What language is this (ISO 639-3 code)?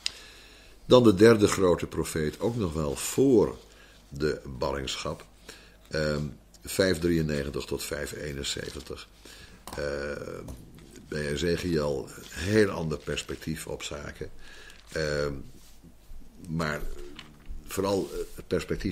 nld